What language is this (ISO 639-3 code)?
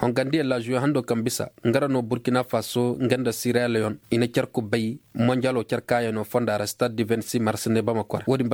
dje